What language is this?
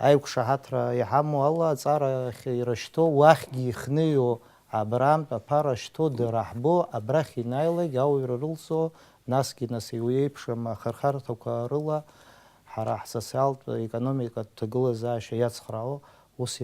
Abkhazian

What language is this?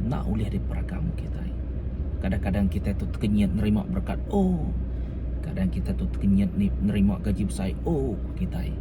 Iban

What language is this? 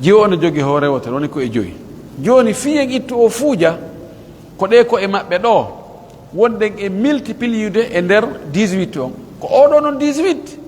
Pular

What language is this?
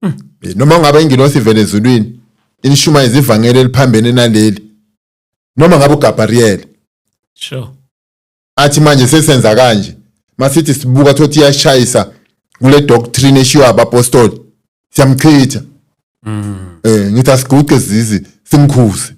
Zulu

